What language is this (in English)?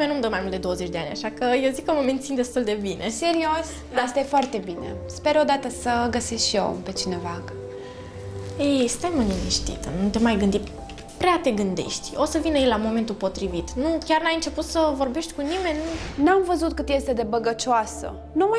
Romanian